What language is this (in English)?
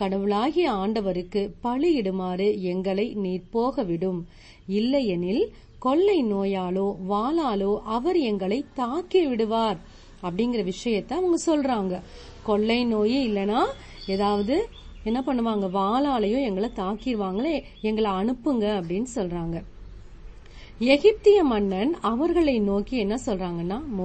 Tamil